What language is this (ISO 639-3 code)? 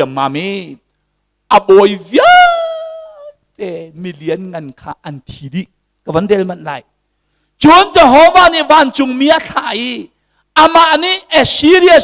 cnh